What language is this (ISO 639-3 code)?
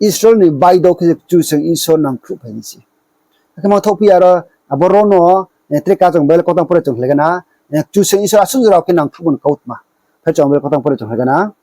ria